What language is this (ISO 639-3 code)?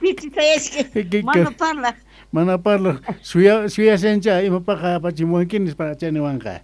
quh